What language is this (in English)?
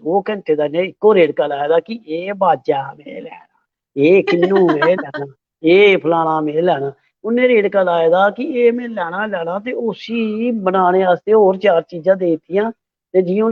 Dogri